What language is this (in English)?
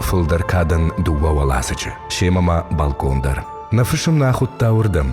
Ossetic